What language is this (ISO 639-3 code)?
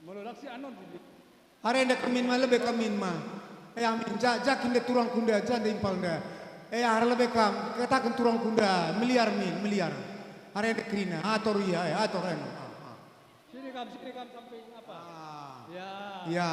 btx